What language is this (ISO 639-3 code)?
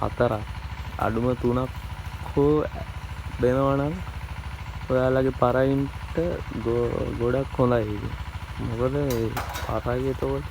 sin